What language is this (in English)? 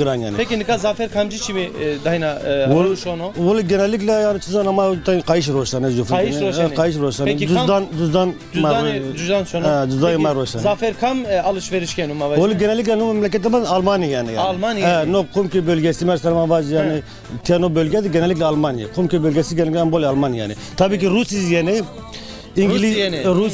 Zaza